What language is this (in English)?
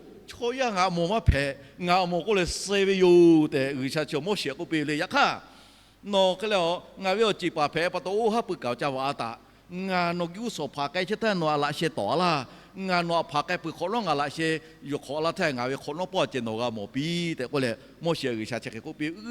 Lahu